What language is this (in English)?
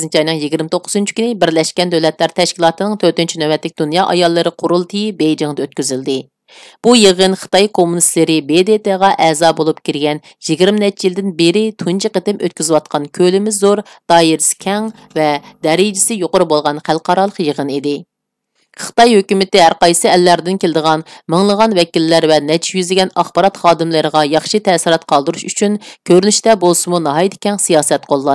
Uyghur